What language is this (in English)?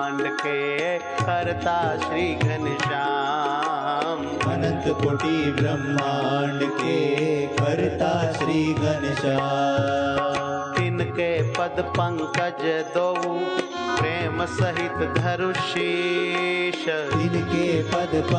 Gujarati